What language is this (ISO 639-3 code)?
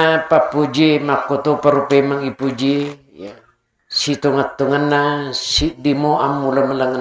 bug